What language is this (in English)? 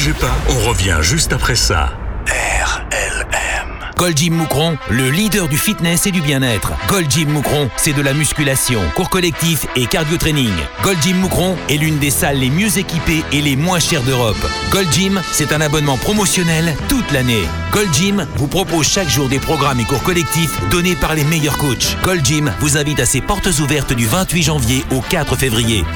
French